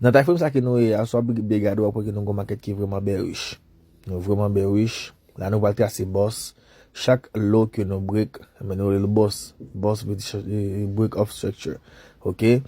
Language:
Haitian Creole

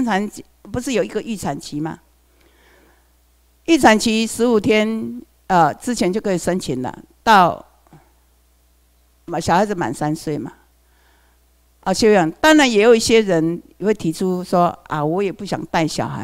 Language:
Chinese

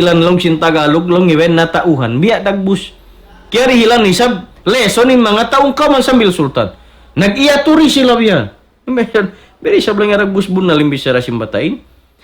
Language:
Tausug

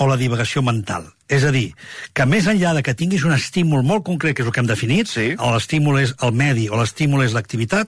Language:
Catalan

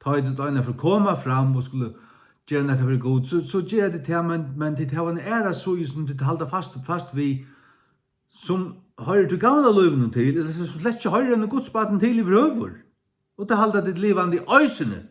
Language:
Faroese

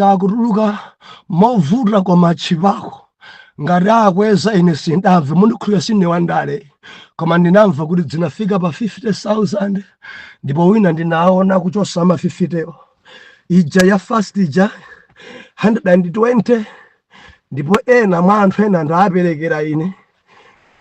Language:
Nyanja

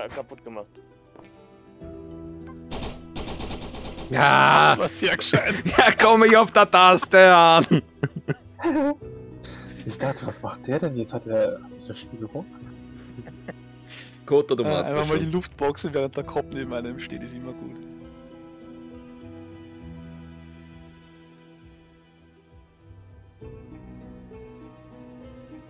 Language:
German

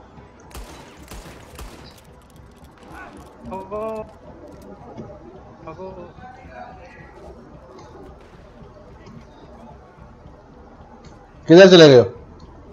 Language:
Hindi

